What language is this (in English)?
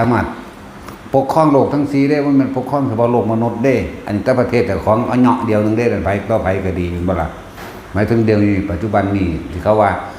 Northeastern Thai